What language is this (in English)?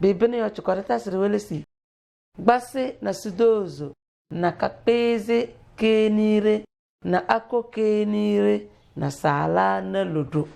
Tem